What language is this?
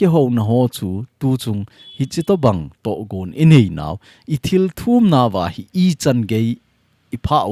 Thado Chin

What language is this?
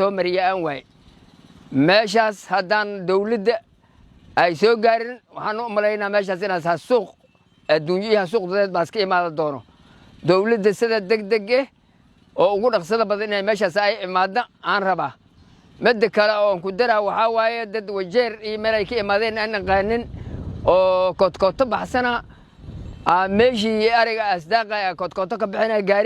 Somali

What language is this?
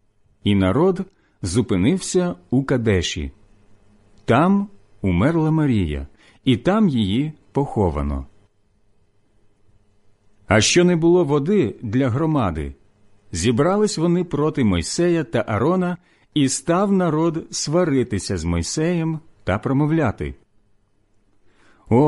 Ukrainian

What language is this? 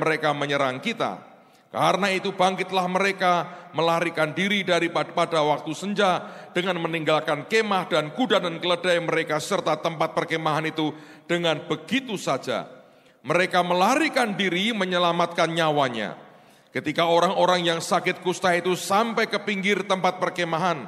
Indonesian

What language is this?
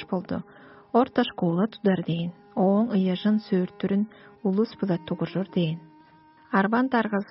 Tuvinian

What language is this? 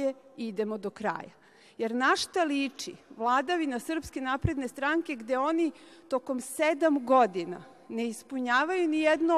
Serbian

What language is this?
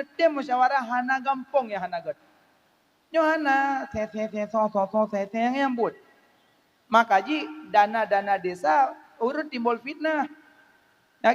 Achinese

